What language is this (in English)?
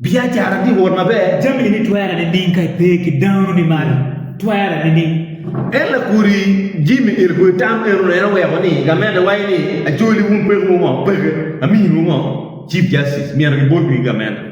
Acoli